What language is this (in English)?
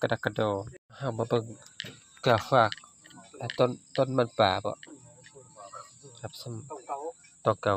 Northeastern Thai